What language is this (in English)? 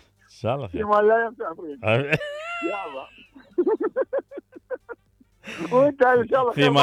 Mesopotamian Arabic